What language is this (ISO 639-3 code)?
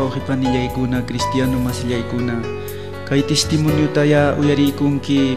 quy